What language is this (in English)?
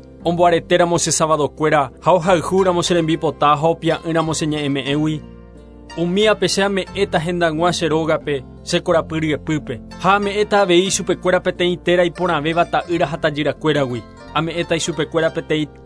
Guarani